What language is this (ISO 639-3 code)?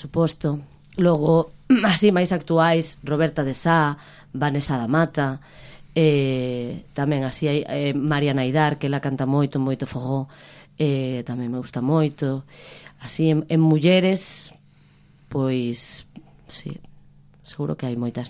glg